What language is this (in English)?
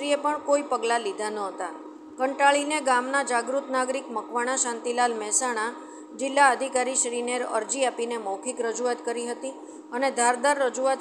Gujarati